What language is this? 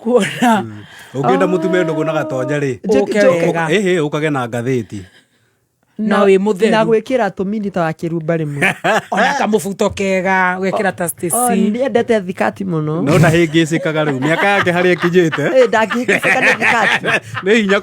Kikuyu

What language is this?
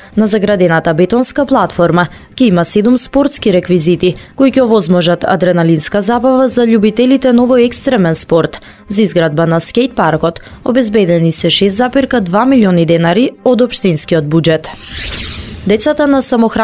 Macedonian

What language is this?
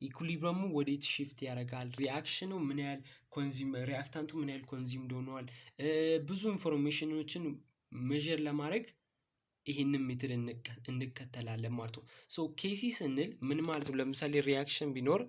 Amharic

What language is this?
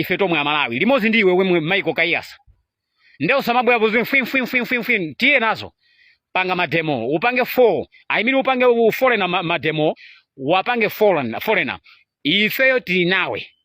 Nyanja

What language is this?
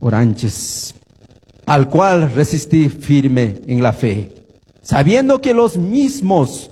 Quechua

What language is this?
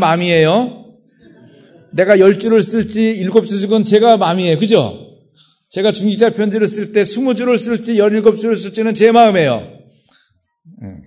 Korean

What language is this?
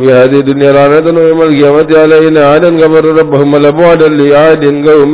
Arabic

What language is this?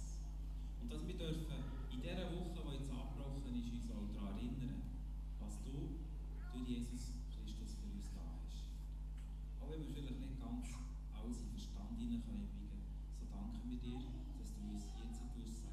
Swiss German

